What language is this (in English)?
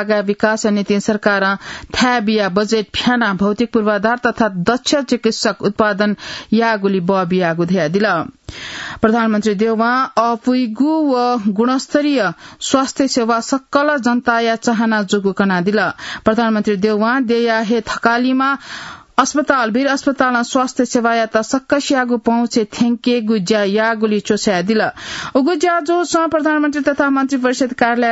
Newari